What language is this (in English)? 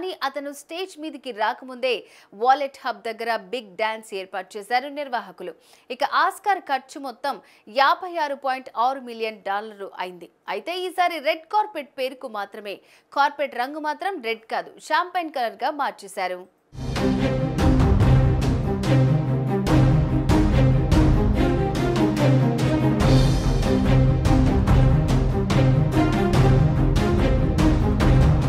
Telugu